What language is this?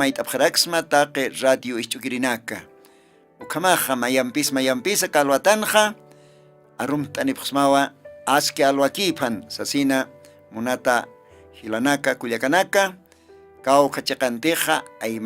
Aymara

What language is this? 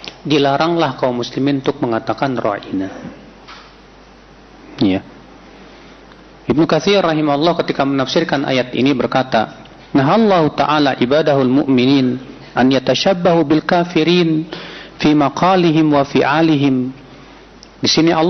Indonesian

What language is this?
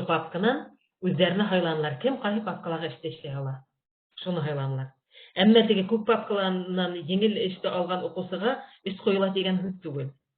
Bashkir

